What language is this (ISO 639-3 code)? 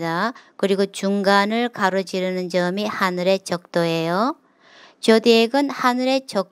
kor